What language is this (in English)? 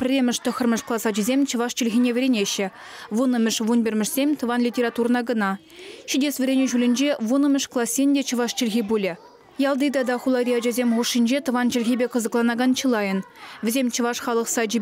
Chuvash